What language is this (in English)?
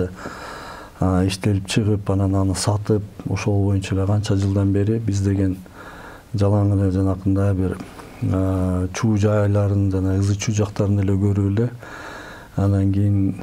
Kyrgyz